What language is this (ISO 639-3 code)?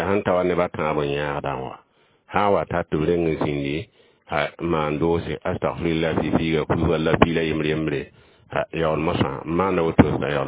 mos